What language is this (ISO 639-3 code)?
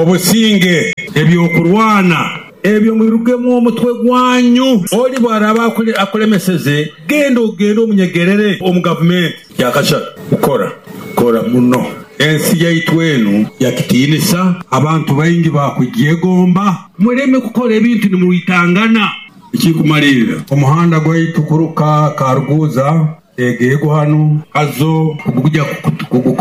nyo